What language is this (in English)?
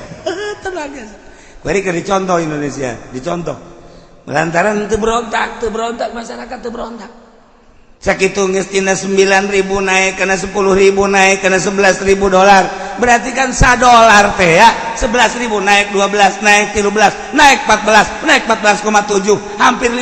Sundanese